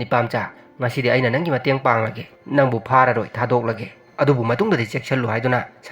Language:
Manipuri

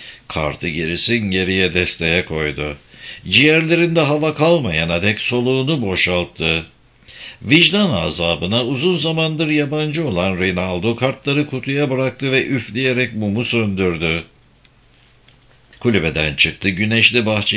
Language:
Turkish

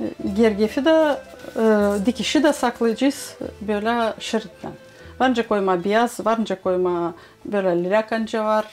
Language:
Gagauz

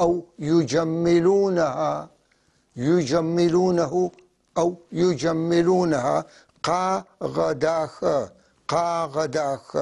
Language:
North Levantine Arabic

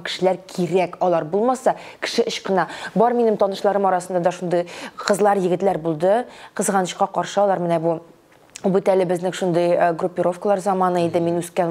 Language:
Tatar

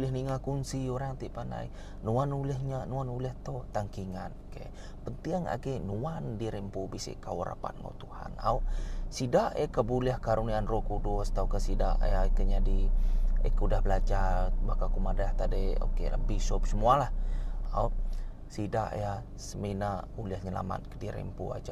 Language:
Iban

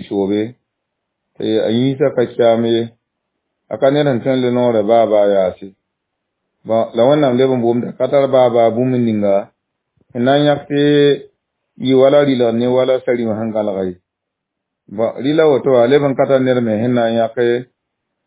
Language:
Mossi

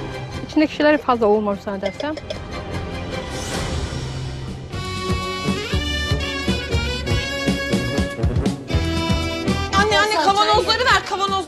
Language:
Turkish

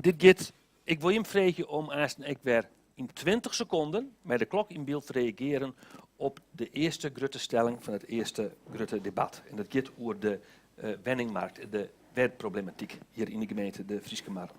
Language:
Western Frisian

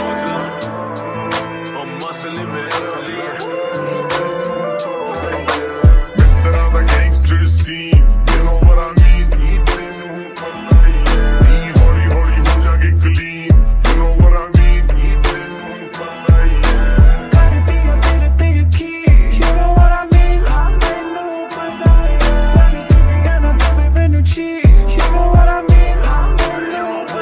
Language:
Punjabi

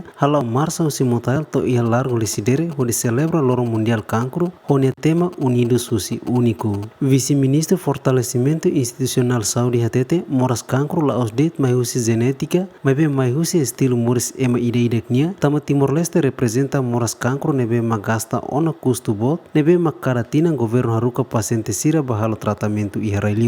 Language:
Tetum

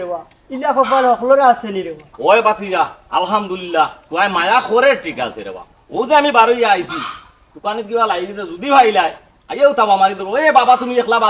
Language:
Sylheti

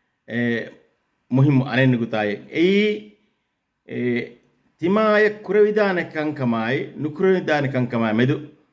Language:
Divehi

